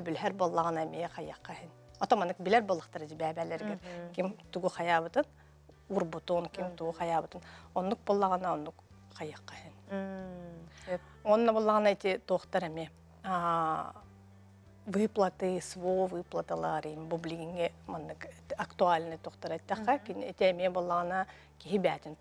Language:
Yakut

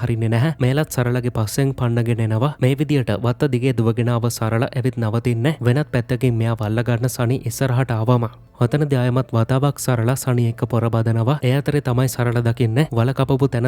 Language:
Sinhala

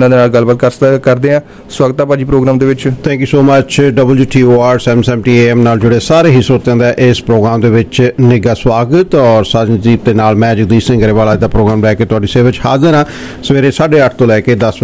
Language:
Punjabi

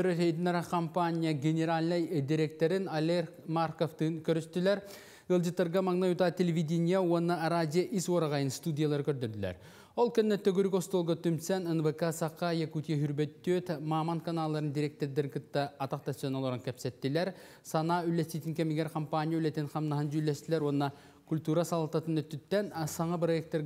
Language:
Yakut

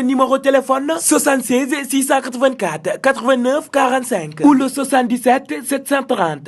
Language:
Wolof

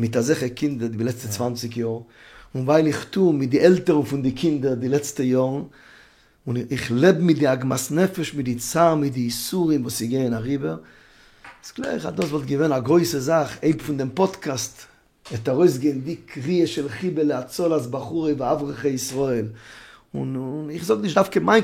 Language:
Yiddish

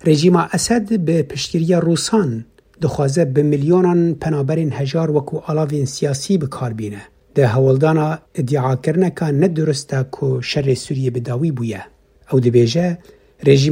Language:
Kurdish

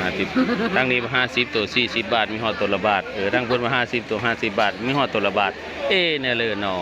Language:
Northeastern Thai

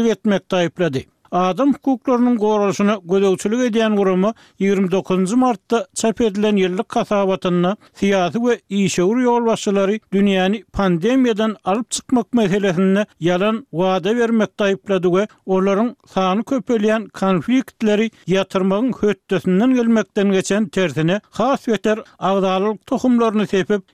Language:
Turkmen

